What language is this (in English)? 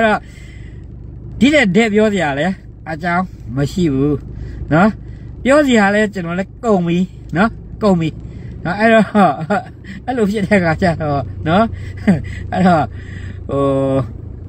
Burmese